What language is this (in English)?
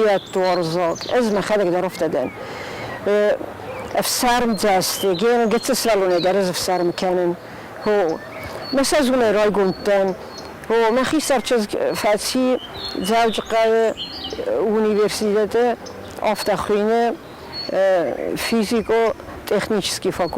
Ossetic